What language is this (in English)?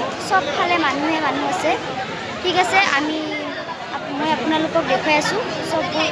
Assamese